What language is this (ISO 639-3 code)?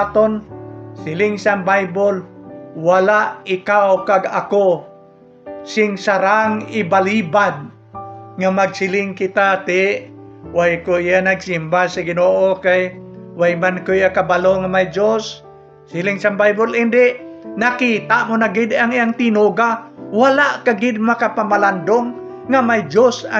hil